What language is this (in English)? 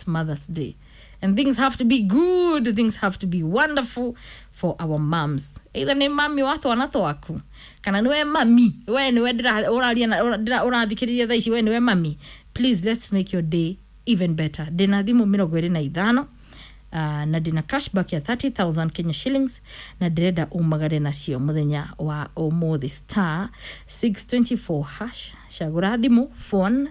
Kikuyu